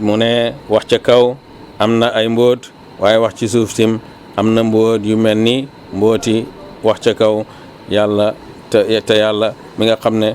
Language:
Wolof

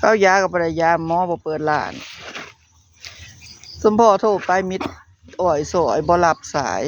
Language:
Lao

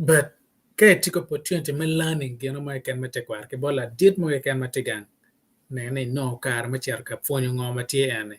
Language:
Acoli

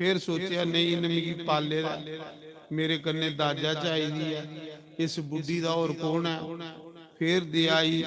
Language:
Dogri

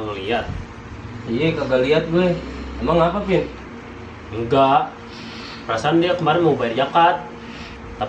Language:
Betawi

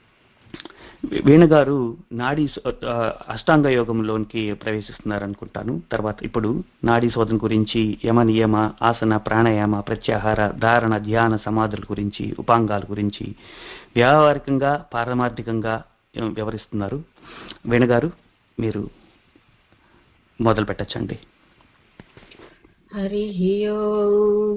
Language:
Telugu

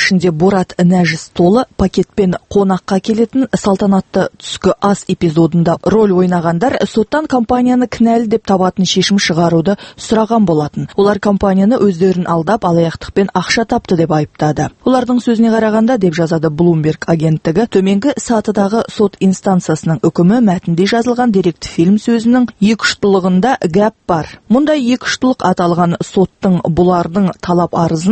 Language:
Kazakh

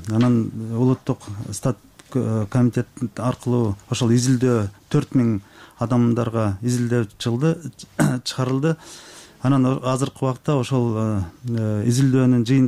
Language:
Kyrgyz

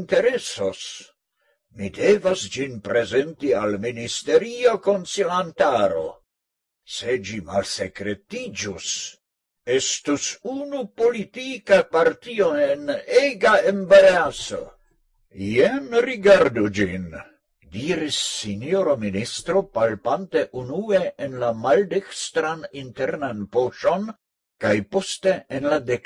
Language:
Esperanto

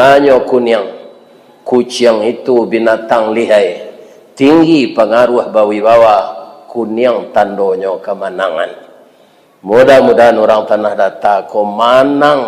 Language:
Minangkabau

